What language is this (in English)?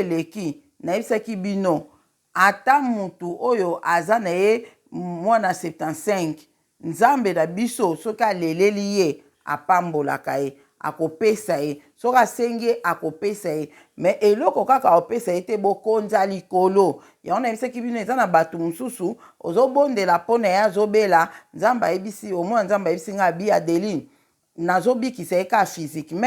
Lingala